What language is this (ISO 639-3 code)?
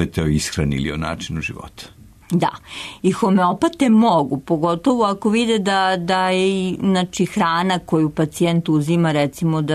srp